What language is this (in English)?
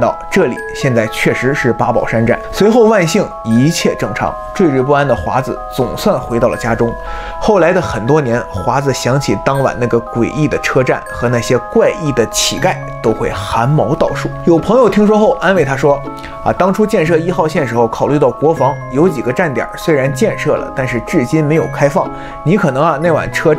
Chinese